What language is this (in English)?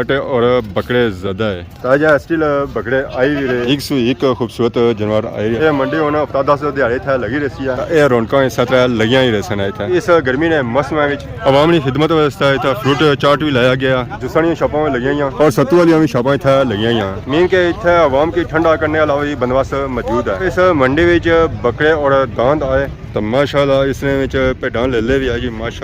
Pahari-Potwari